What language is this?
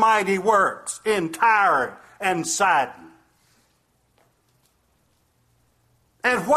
English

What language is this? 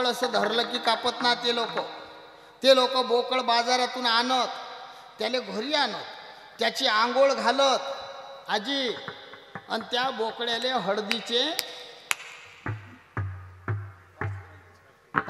Marathi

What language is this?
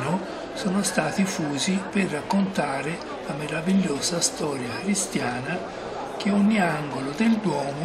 Italian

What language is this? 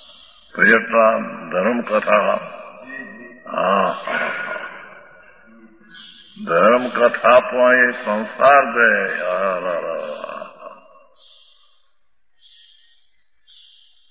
Gujarati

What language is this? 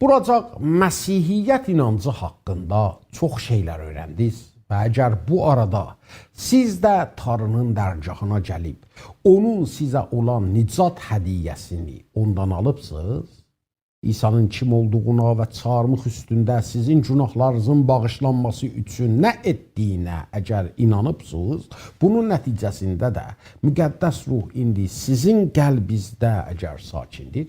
South Azerbaijani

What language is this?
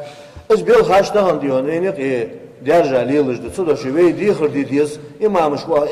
Ingush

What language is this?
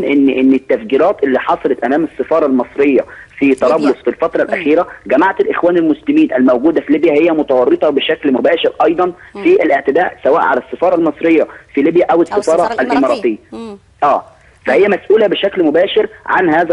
Egyptian Arabic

